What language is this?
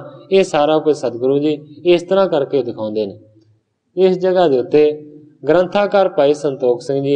Punjabi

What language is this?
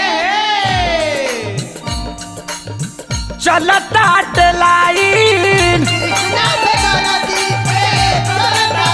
Bhojpuri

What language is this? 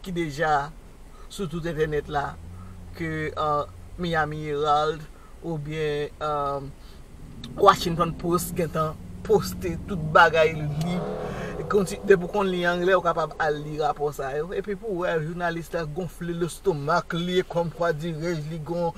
Haitian Creole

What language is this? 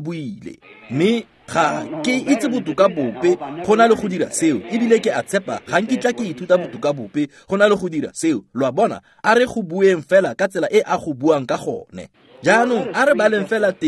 Tswana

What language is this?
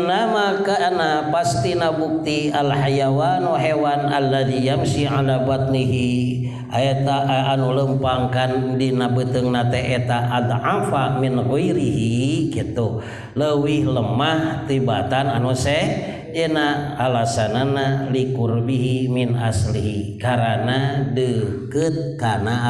Sundanese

